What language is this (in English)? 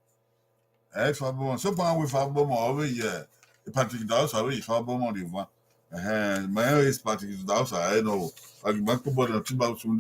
Bini